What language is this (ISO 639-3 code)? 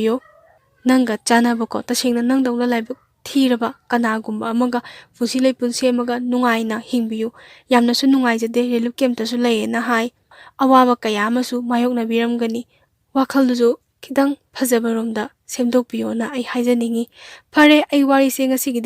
mni